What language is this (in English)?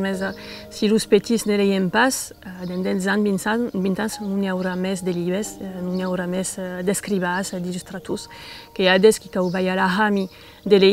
Occitan